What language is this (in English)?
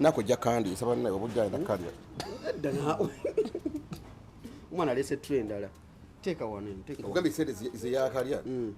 Ganda